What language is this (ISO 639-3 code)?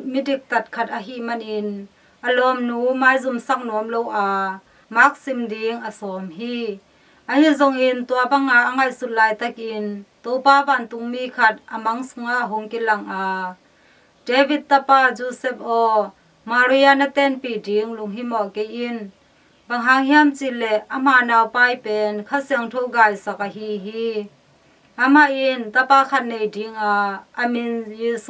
ctd